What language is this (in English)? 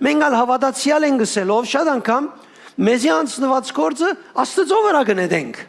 Western Armenian